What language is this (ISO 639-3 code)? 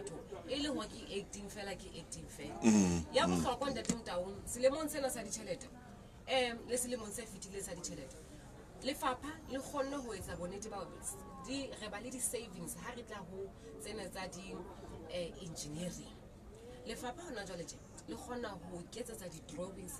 sot